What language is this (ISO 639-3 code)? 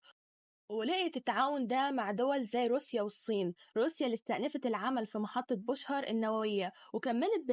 arz